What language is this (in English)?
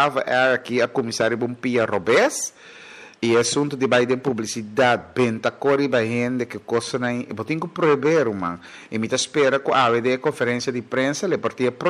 Papiamento